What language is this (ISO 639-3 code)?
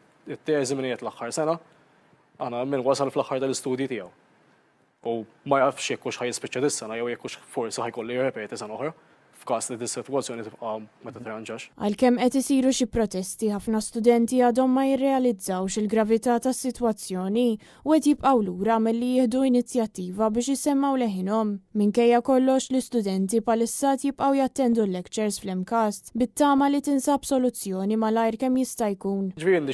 mlt